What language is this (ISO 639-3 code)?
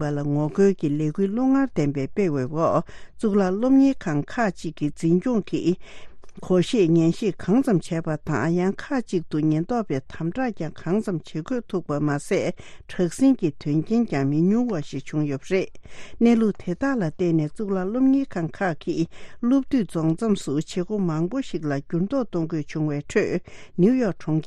bod